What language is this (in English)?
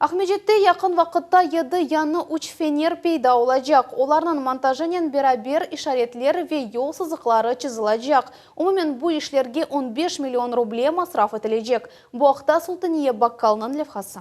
Crimean Tatar